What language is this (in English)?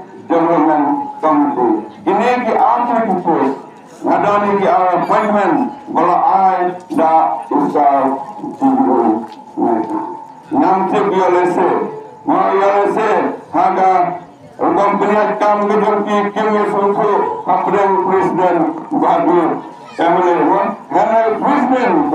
Khasi